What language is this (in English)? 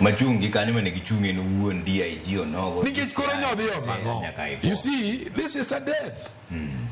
Luo (Kenya and Tanzania)